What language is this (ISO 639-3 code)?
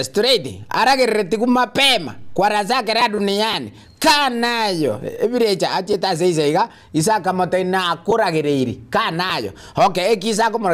guz